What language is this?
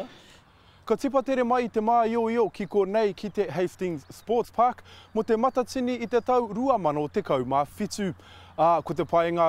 Māori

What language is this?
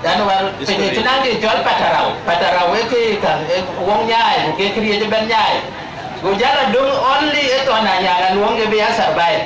Dinka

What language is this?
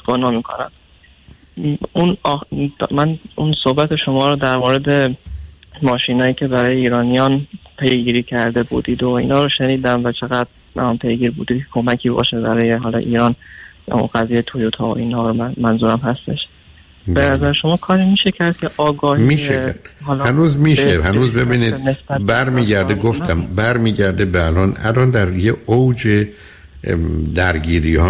Persian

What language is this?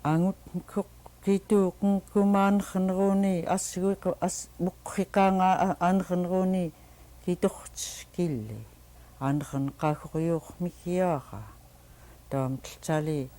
Central Yupik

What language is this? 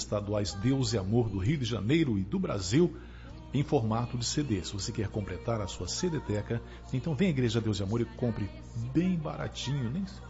Portuguese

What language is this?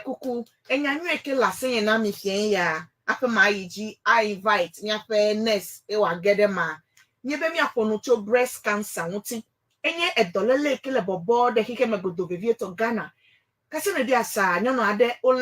Ewe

